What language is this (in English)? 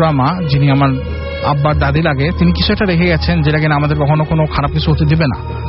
Bangla